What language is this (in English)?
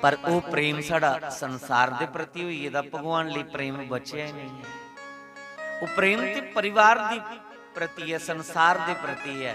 Dogri